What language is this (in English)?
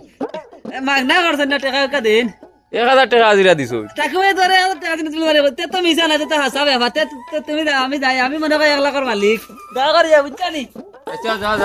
Sylheti